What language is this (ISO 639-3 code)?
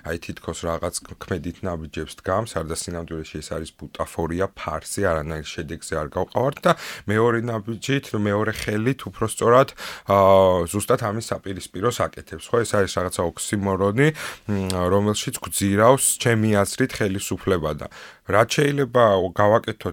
kat